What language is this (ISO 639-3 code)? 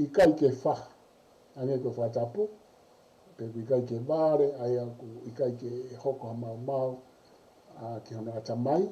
ton